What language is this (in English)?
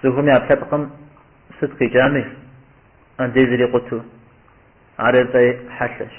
Kabardian